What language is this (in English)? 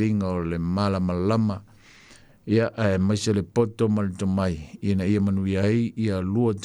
Samoan